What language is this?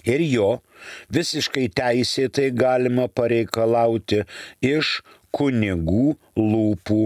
Lithuanian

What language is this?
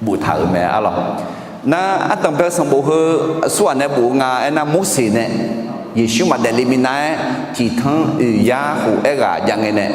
Akha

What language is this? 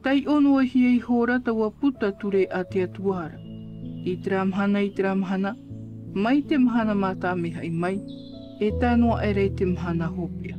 Tahitian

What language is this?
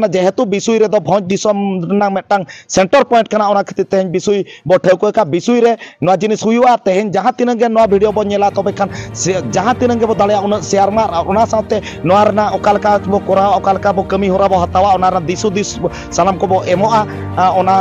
Santali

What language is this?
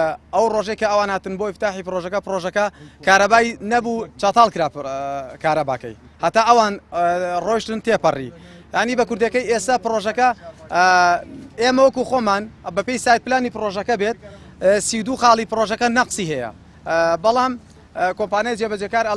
Central Kurdish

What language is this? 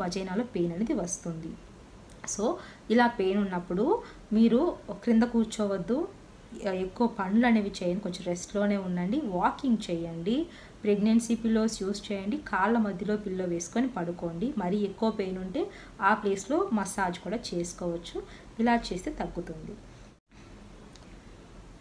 Telugu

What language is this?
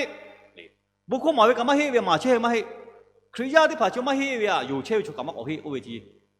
Lahu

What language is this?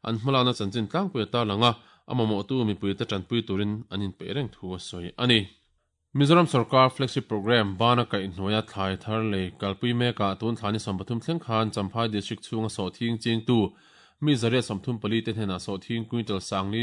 Mizo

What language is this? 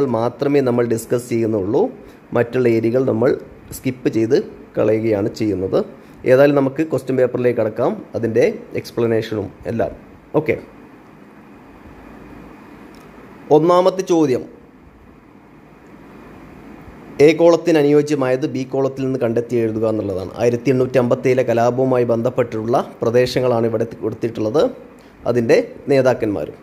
Malayalam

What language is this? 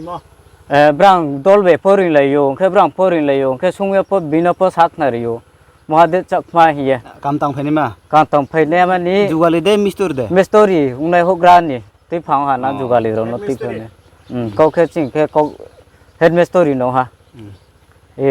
Riang (India)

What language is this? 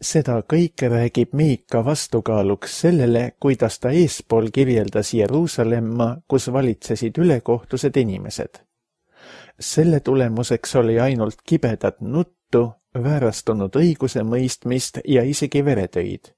Estonian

